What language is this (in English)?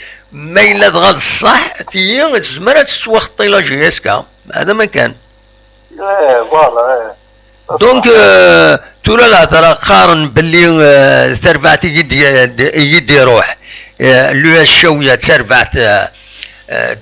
Kabyle